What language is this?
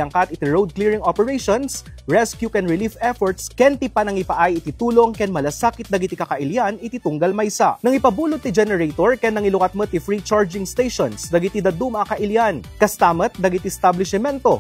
Iloko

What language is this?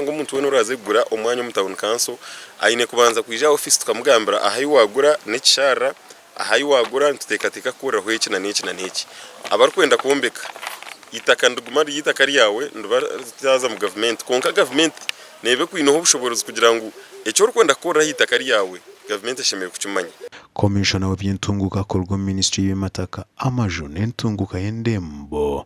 Nyankole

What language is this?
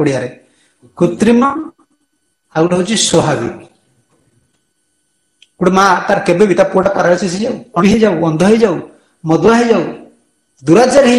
Odia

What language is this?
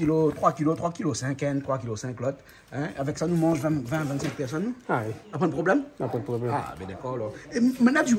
Réunion Creole French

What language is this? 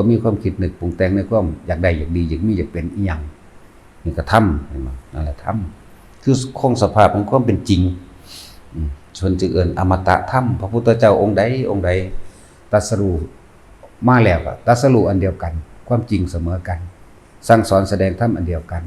Lao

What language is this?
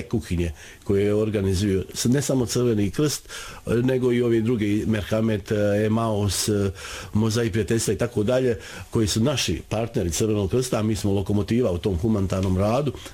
Bosnian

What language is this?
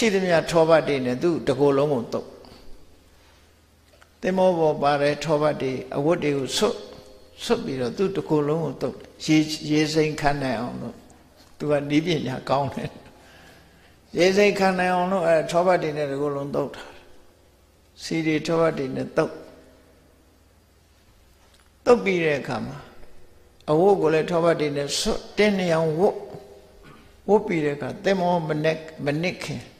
Burmese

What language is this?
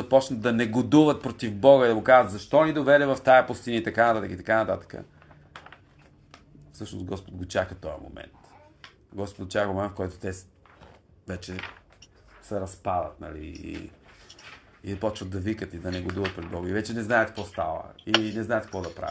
Bulgarian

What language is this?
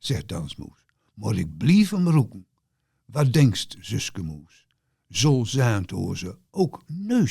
Gronings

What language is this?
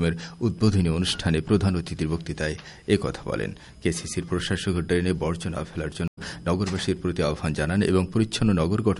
Bangla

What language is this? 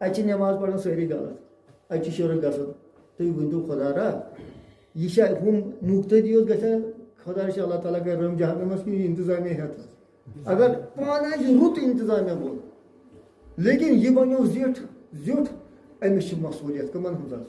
Kashmiri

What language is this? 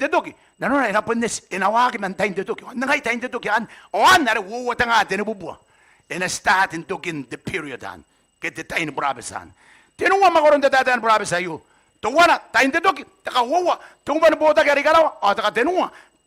Gilbertese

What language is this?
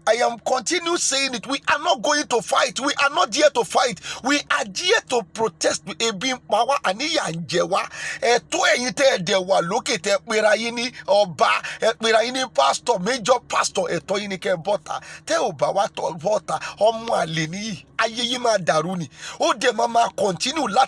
Yoruba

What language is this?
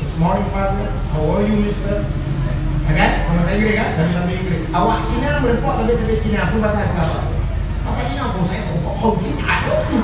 Achinese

